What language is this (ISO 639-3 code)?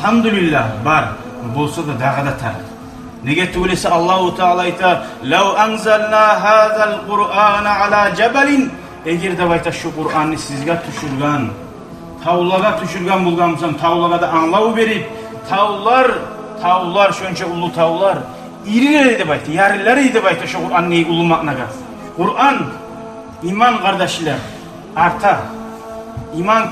kum